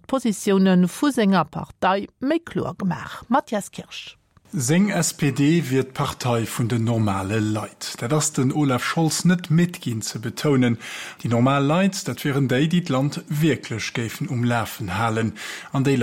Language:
Luxembourgish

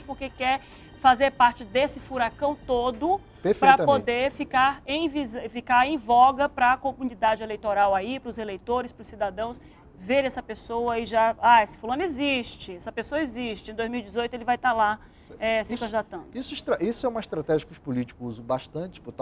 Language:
Portuguese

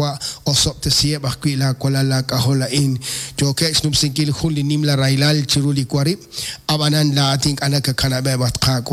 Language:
Kekchí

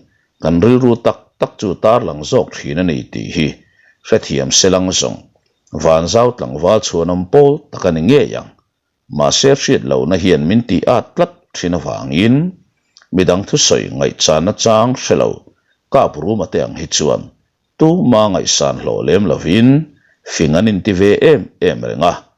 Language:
Mizo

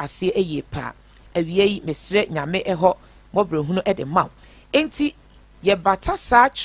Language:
Akan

